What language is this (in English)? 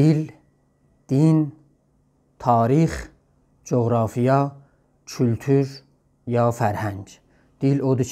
South Azerbaijani